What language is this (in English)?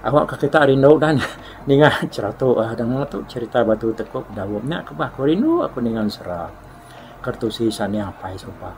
Iban